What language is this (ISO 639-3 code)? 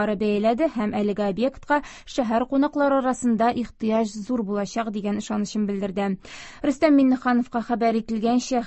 tat